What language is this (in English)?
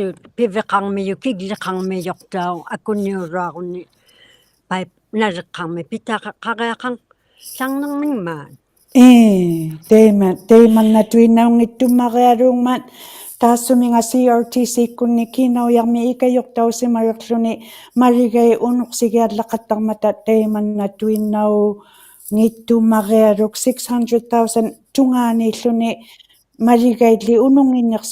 Inuktitut